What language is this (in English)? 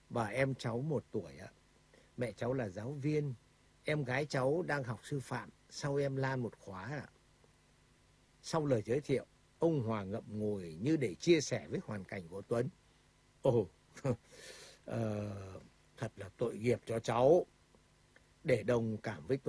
Vietnamese